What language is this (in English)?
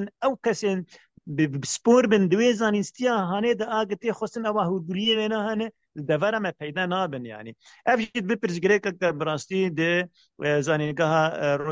Kurdish